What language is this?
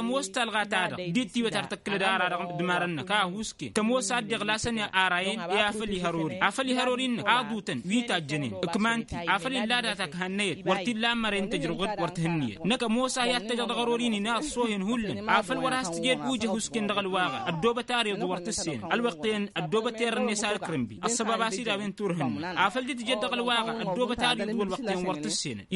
Tamasheq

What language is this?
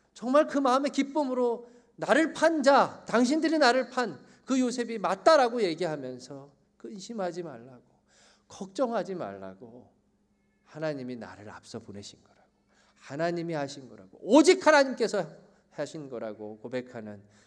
Korean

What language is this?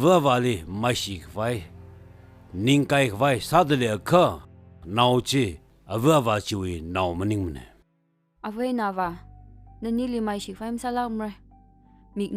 Tangkhul Naga (India)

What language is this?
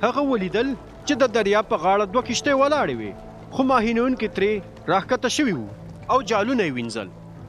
Pashto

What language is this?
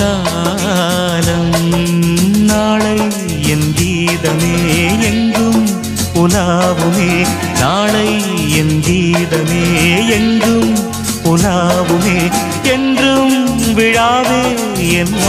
Tamil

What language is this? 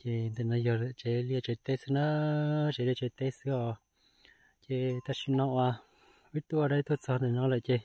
Hmong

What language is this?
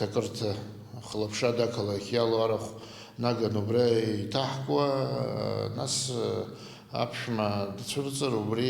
Abkhazian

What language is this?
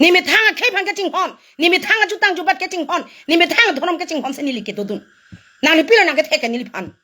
Karbi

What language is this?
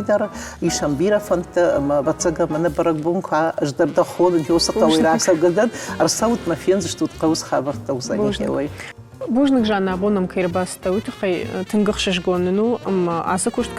Ossetic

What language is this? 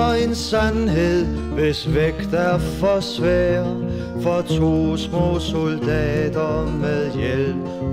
Danish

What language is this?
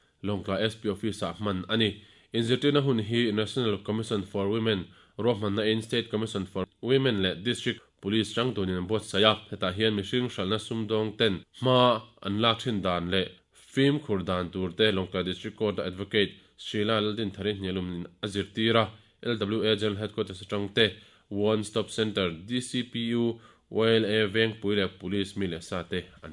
Mizo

